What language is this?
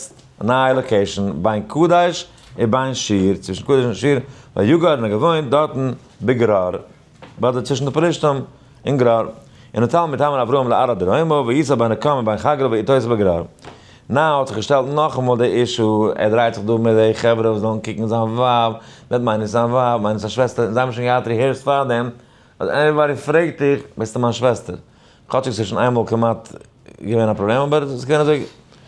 Yiddish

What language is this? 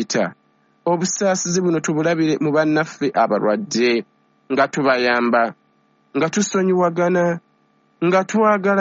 Ganda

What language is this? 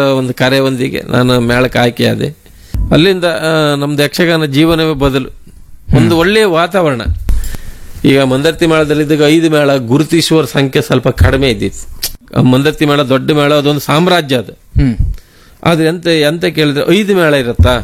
Kannada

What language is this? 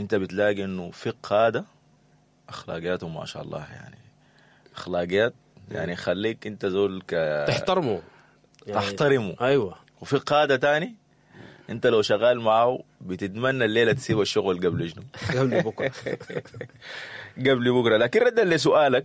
Sudanese Arabic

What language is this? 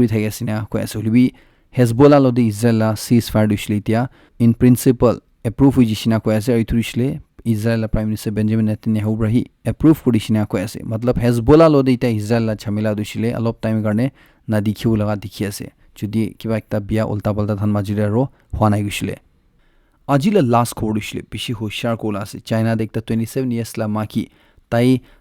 Naga Pidgin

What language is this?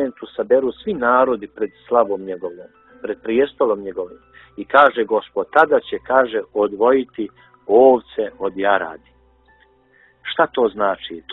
Bosnian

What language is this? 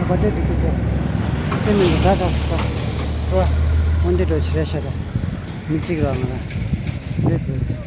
Tibetan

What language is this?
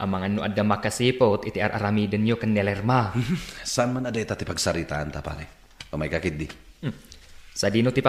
Iloko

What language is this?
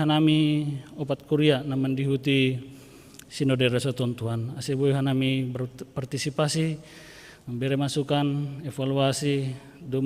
Batak Simalungun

